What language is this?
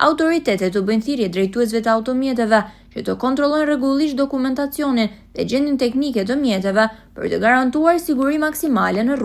Albanian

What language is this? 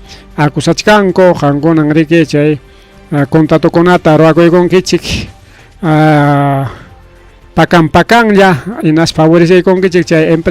Ayacucho Quechua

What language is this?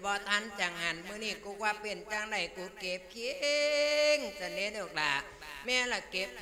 Lao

